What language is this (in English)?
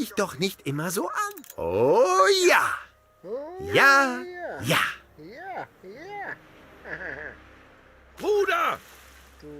Bavarian